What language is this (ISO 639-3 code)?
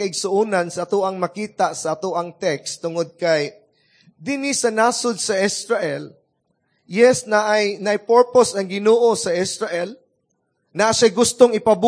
ceb